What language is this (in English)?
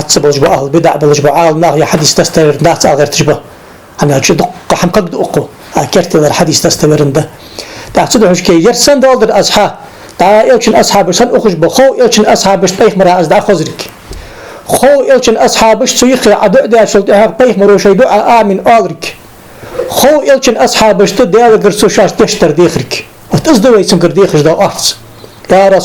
Ingush